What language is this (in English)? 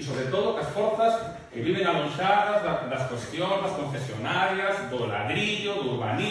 Galician